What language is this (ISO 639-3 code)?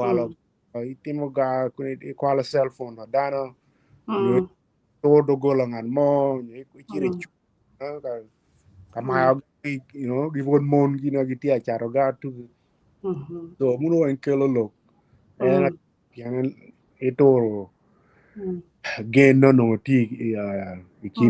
ach